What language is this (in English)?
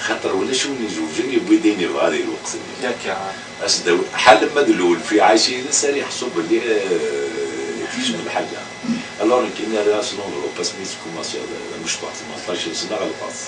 Kabyle